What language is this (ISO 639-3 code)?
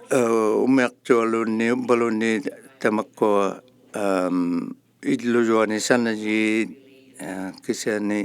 iku